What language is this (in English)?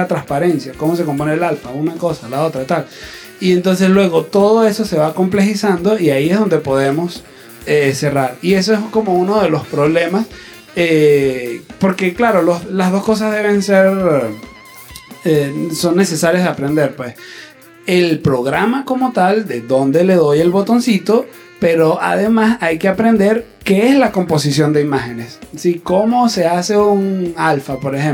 Spanish